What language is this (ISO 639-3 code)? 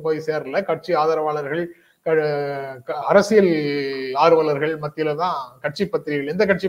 tam